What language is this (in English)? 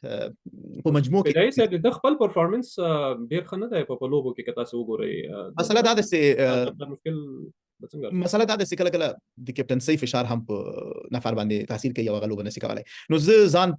Pashto